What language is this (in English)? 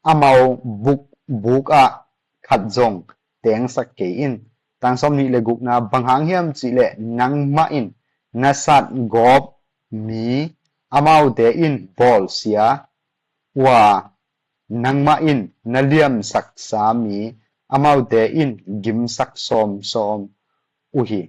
Tedim Chin